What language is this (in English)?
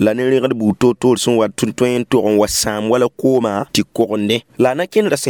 Mossi